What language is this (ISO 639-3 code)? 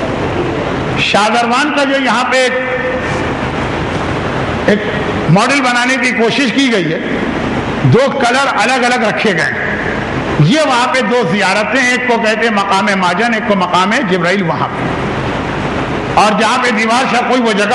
urd